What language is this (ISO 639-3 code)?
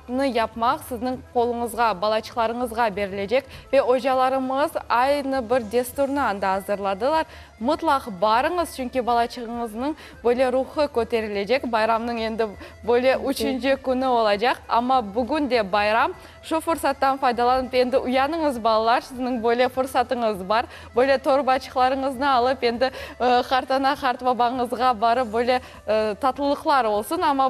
crh